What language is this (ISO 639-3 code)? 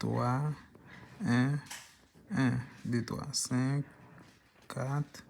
hat